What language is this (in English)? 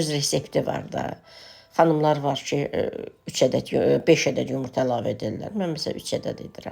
Azerbaijani